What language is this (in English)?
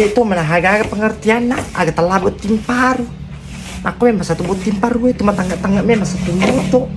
Buginese